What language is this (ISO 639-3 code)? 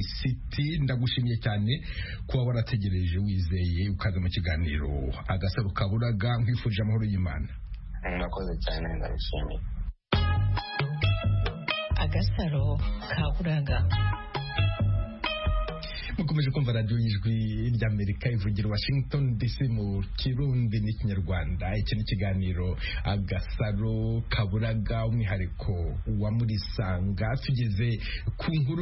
kin